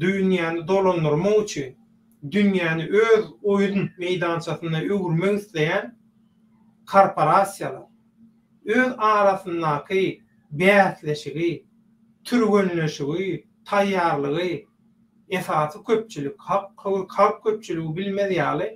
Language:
Turkmen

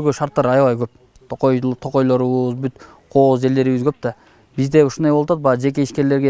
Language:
Kyrgyz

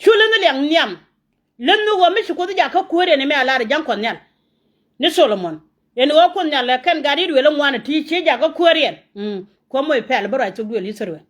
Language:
Nuer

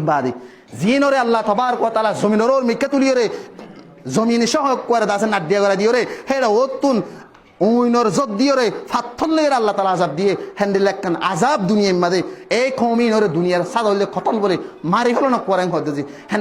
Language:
Rohingya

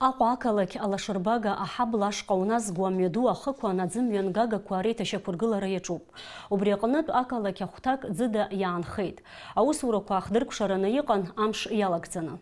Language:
Abkhazian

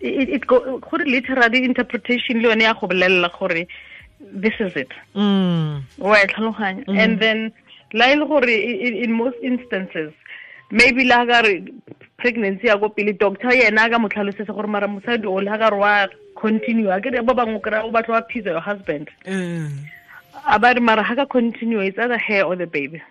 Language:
Tswana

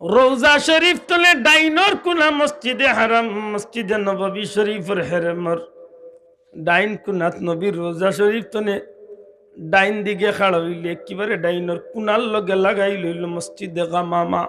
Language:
Sylheti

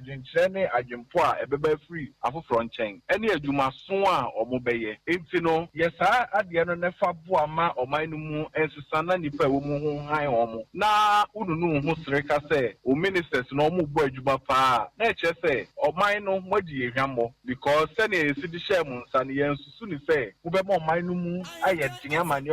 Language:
Akan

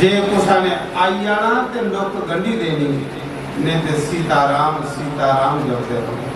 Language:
Dogri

